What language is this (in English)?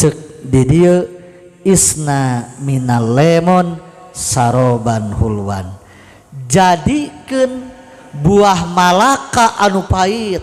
Sundanese